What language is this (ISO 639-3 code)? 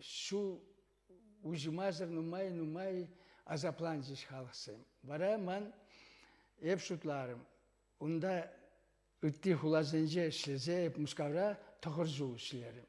chv